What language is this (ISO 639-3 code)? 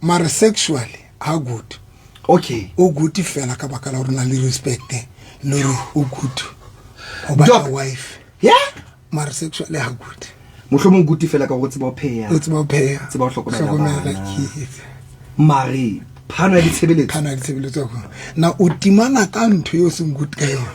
sot